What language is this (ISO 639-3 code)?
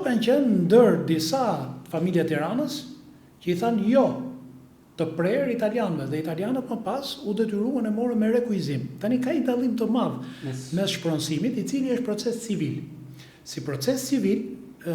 sqi